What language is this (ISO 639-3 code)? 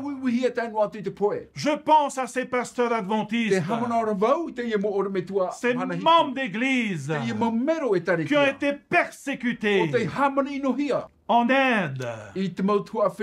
tah